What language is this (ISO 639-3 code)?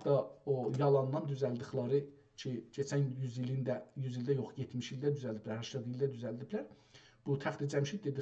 azb